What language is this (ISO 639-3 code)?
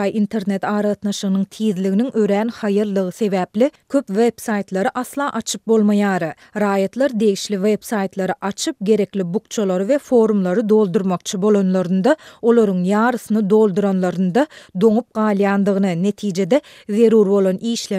tuk